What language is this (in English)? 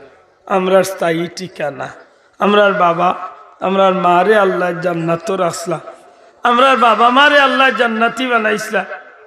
Sylheti